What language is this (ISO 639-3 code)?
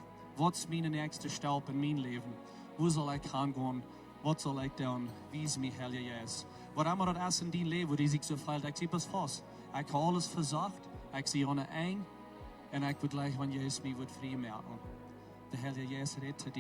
pdt